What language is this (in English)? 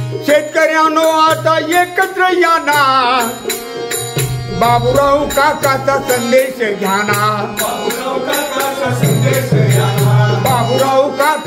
Marathi